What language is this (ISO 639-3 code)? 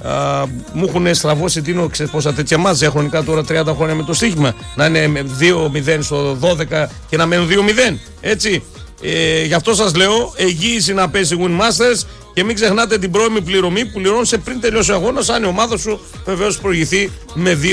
ell